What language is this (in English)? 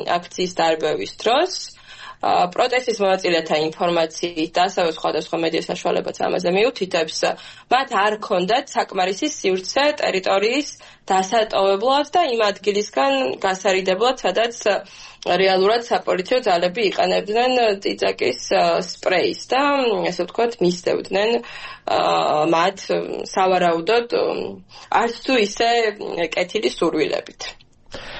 Georgian